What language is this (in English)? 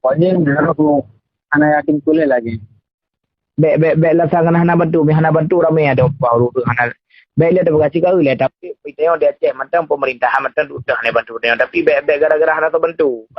Achinese